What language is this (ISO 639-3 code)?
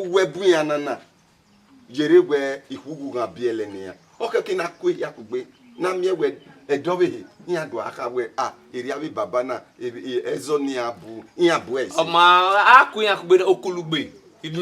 bin